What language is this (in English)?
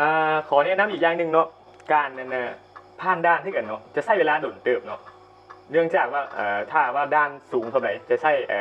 Lao